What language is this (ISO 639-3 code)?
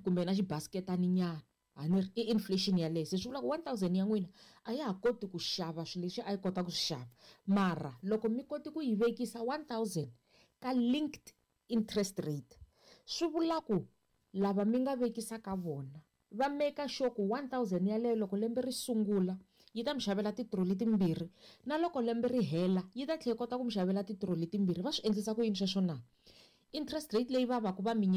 tso